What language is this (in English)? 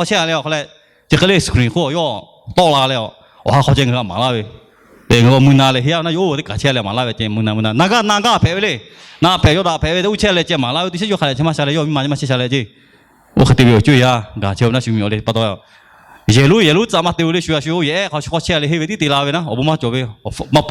Lahu